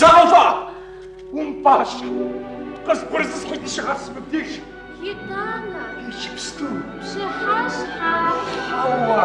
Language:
Kabardian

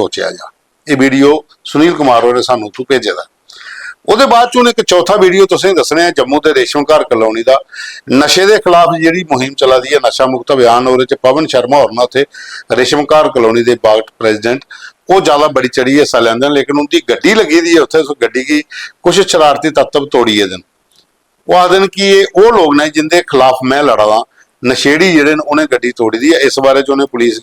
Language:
Dogri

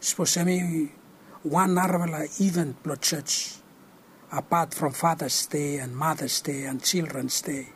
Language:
Bislama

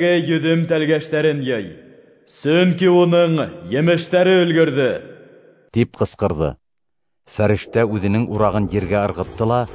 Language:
Bashkir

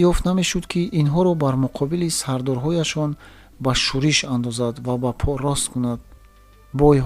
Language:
Tajik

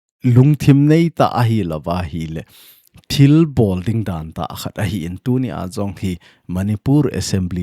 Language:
Thado Chin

